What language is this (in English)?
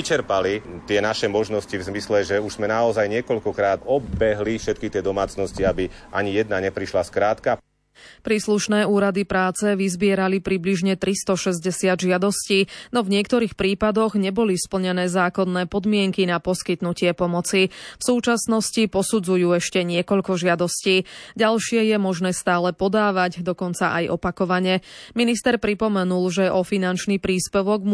Slovak